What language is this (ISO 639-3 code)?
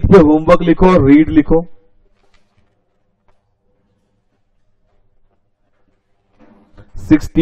hin